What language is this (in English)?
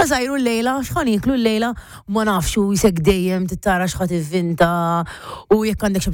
Maltese